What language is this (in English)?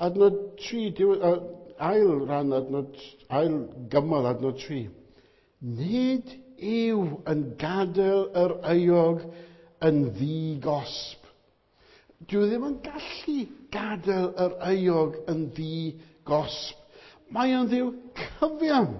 Welsh